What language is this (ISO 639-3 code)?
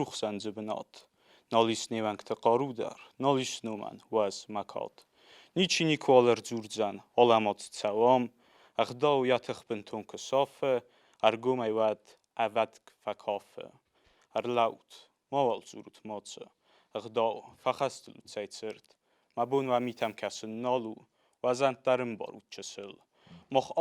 oss